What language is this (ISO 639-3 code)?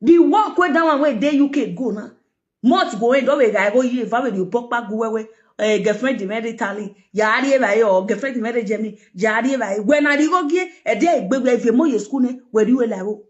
pcm